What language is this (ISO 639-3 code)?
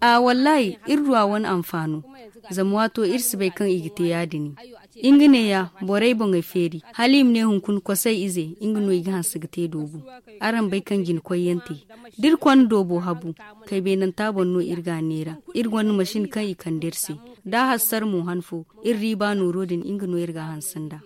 dje